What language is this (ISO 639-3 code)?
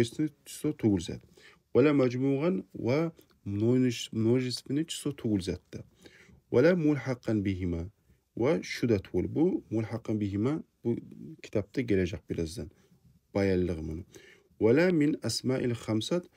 kum